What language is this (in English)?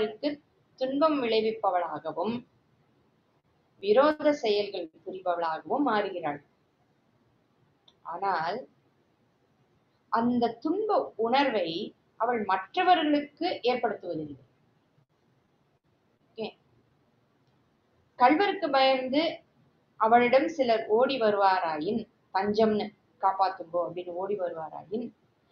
Tamil